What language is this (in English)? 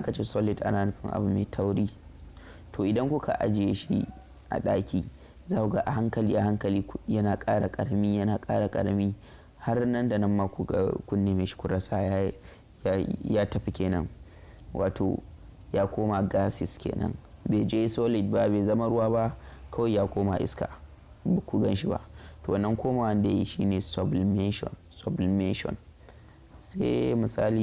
Hausa